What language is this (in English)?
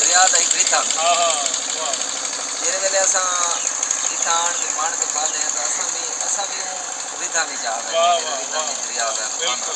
Saraiki